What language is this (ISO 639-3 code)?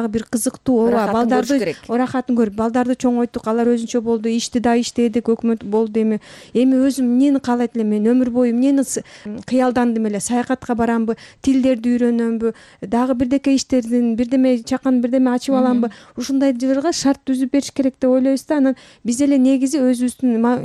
kir